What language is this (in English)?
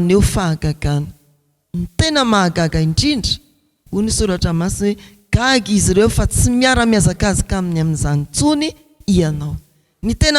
Malagasy